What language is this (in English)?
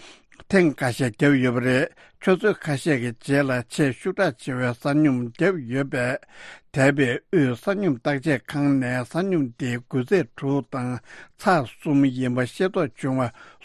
Tibetan